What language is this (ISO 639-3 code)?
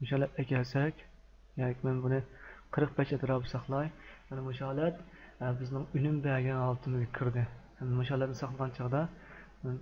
uig